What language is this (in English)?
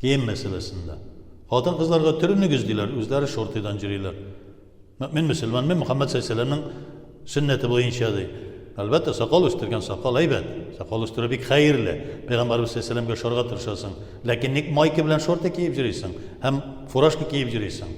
Tatar